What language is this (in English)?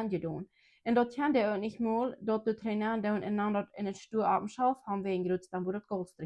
Plautdietsch